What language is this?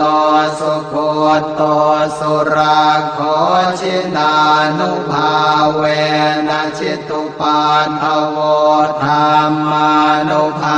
Pali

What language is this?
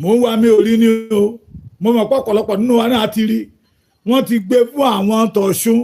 Yoruba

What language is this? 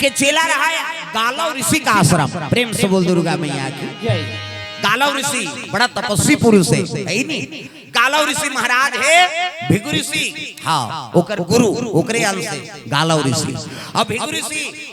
Chhattisgarhi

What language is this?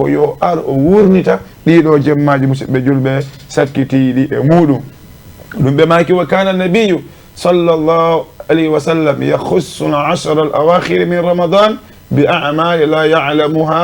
Fula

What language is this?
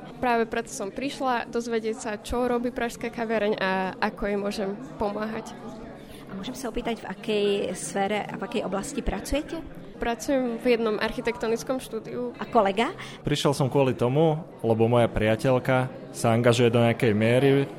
Slovak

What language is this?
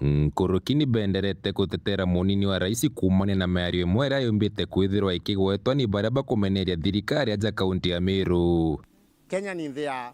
Meru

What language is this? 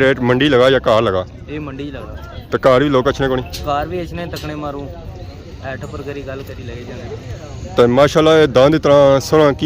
Pahari-Potwari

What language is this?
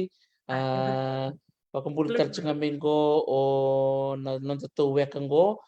Fijian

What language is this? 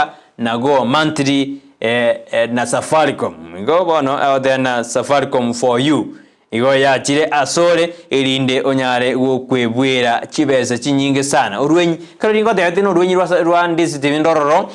Gusii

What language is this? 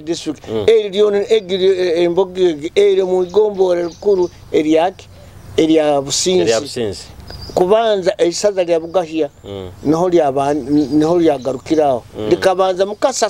Nyoro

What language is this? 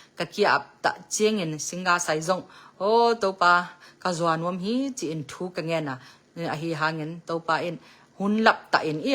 Tedim Chin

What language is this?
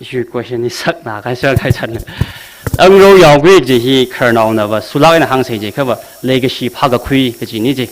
Tangkhul Naga (India)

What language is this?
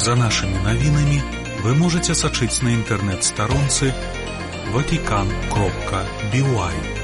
Belarusian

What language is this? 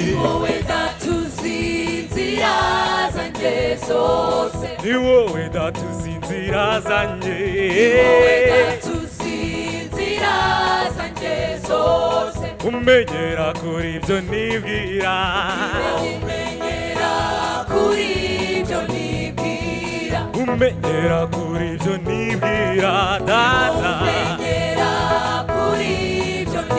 Kinyarwanda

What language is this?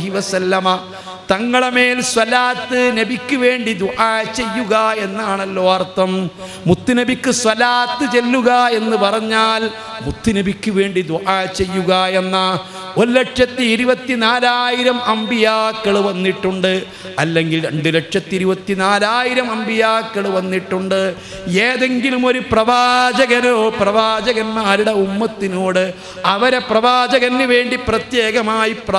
Malayalam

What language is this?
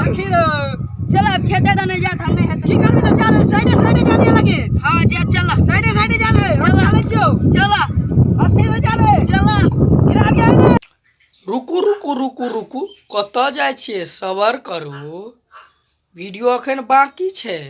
Maithili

